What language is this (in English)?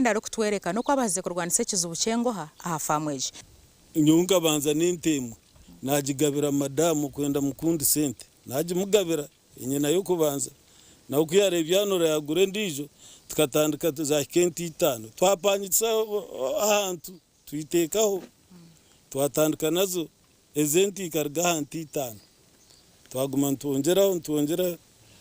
Nyankole